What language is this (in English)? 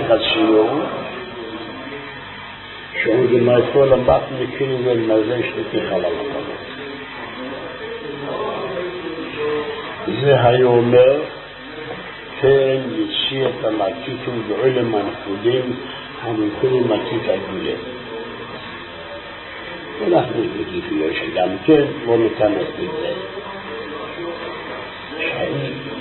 Hebrew